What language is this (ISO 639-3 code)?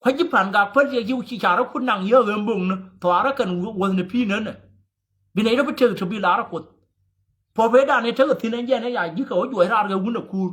nus